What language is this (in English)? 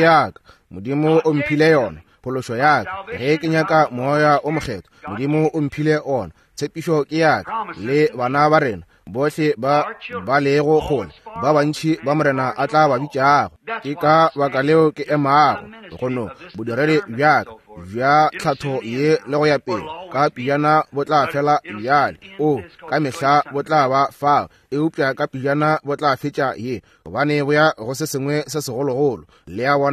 Northern Sotho